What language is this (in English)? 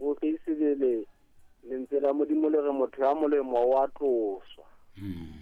Southern Sotho